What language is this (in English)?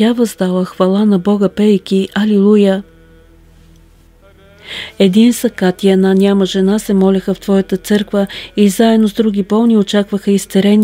Bulgarian